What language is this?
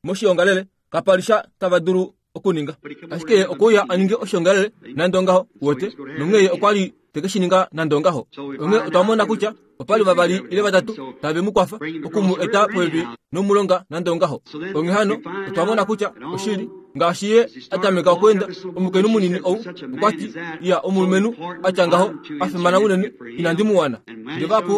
Kuanyama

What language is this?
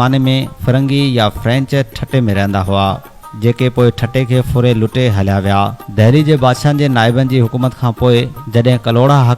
Sindhi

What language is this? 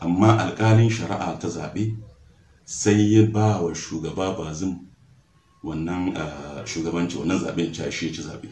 Hausa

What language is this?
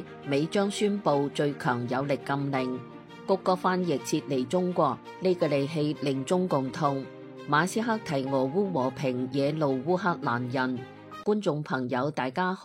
Cantonese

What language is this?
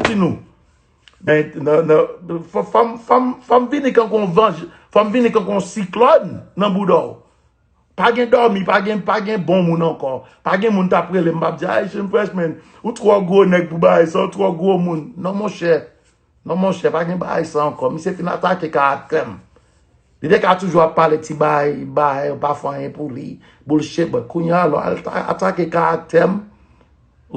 Haitian Creole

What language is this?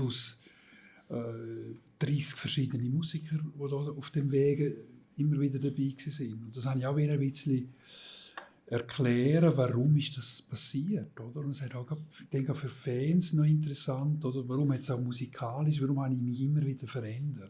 Swiss German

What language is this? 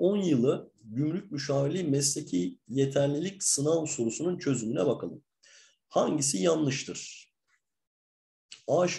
Turkish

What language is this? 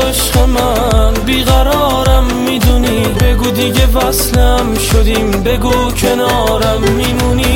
Persian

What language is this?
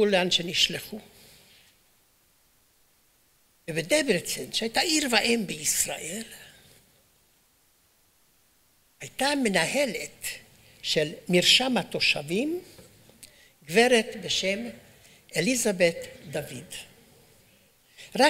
Hebrew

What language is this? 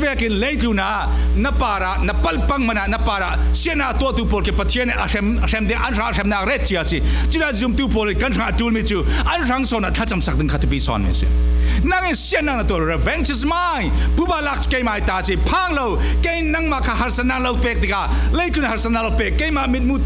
Falam Chin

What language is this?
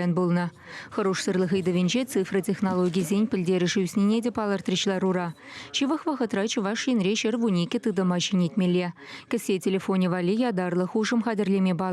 Chuvash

